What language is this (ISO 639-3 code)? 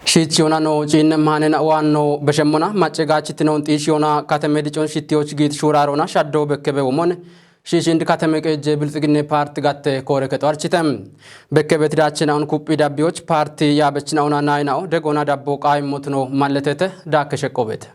kbr